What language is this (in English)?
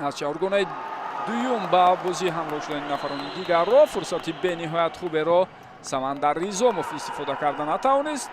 Tajik